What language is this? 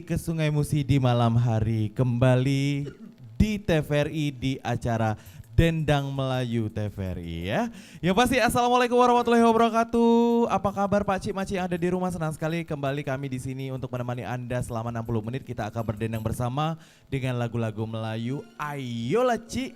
Musi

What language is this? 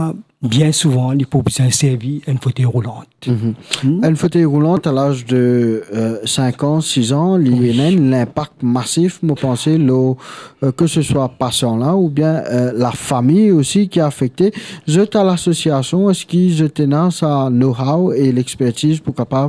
Morisyen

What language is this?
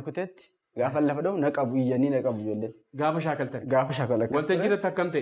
Oromo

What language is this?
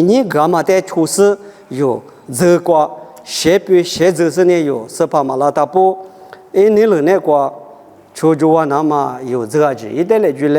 Lisu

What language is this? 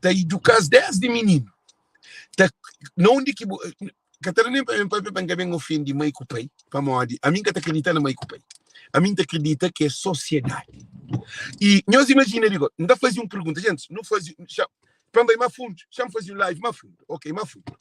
Kabuverdianu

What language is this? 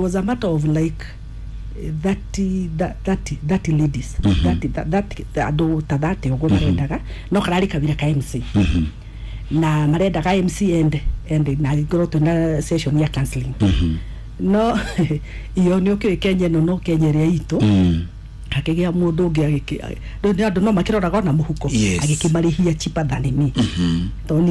Kikuyu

